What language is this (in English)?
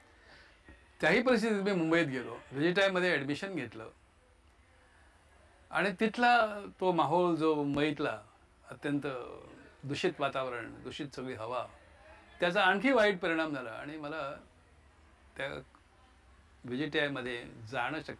Marathi